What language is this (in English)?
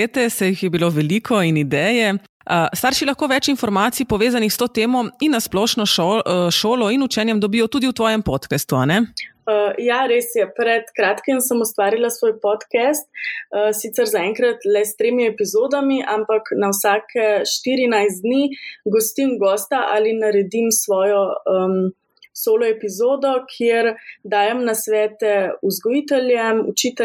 Slovenian